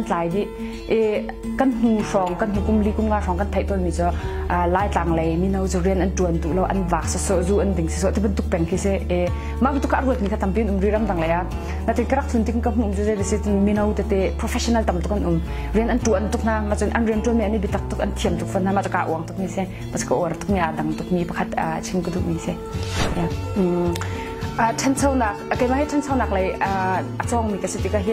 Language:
Hakha Chin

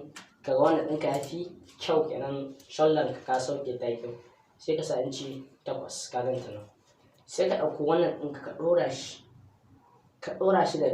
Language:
Hausa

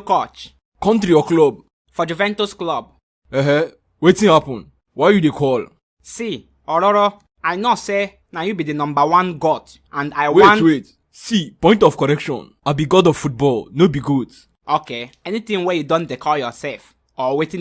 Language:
Nigerian Pidgin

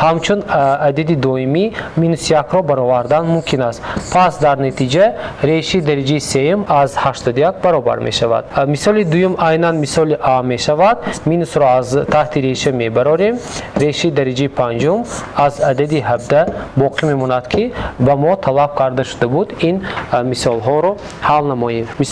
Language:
Tajik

